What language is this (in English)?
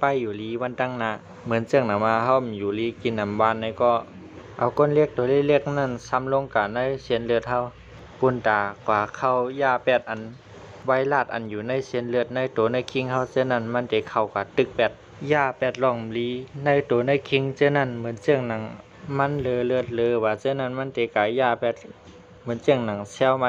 Shan